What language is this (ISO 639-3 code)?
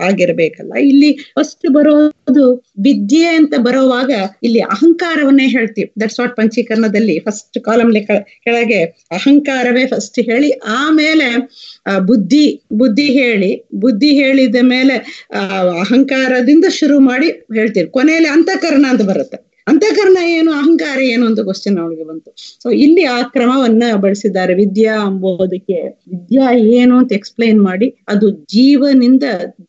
kan